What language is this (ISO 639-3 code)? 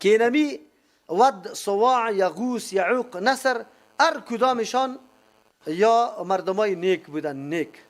fas